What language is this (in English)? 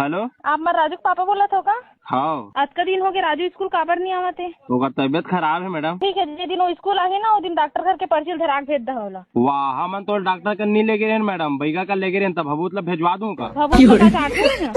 Chhattisgarhi